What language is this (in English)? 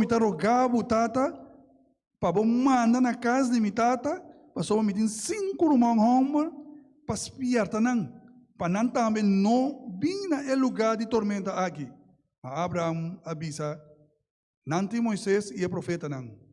Papiamento